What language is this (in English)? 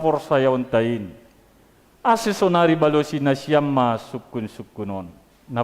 Batak Simalungun